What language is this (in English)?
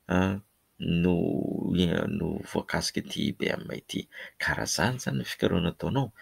Malagasy